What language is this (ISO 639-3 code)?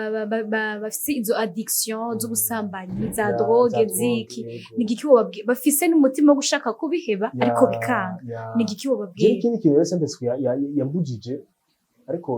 run